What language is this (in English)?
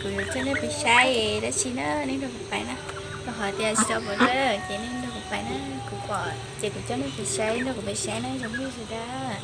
Hmong